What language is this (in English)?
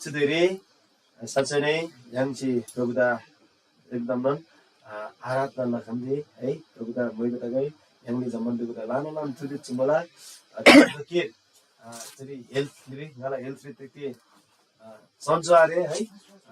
Eastern Tamang